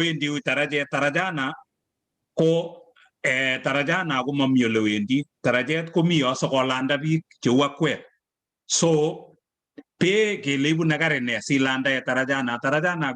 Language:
Kalenjin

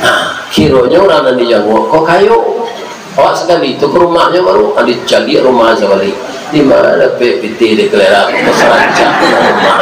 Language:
Minangkabau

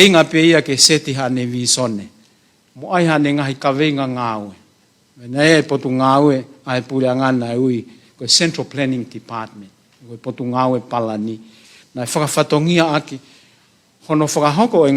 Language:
Tongan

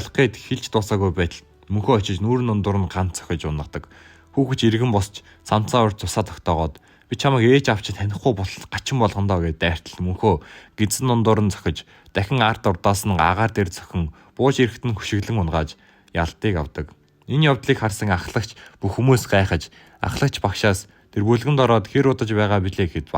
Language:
Mongolian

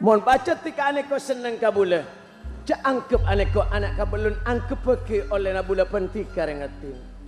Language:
Madurese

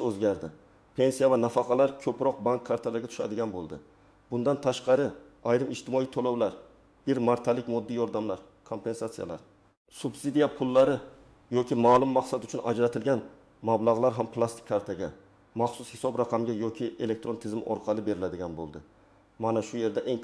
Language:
Uzbek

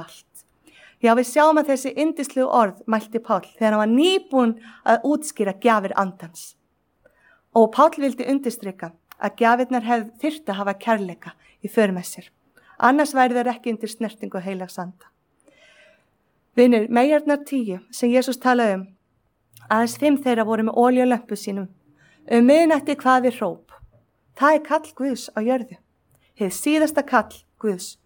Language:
Icelandic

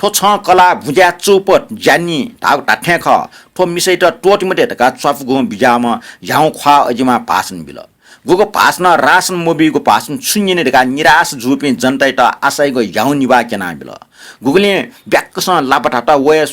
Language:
Newari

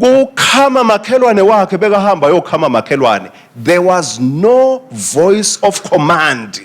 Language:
Swati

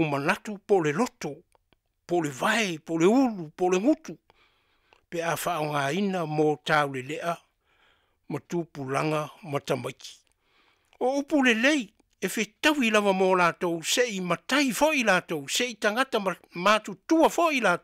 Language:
Samoan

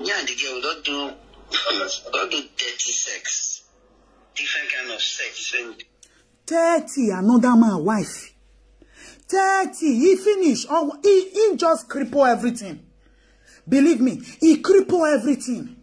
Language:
Nigerian Pidgin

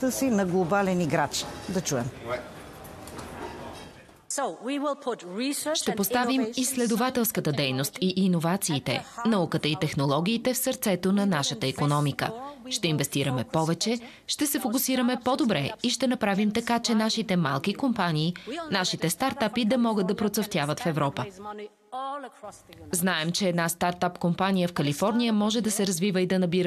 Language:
Bulgarian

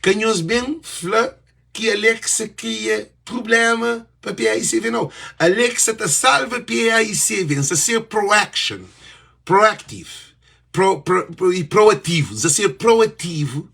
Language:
Kabuverdianu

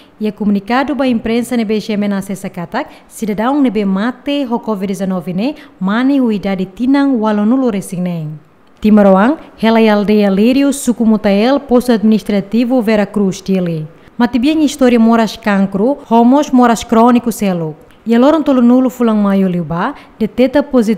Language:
Tetum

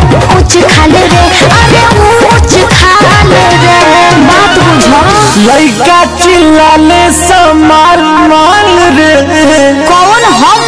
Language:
Bhojpuri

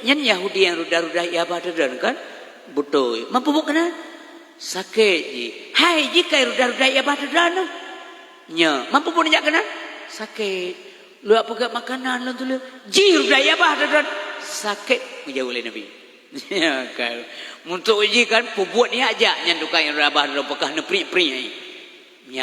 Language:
Achinese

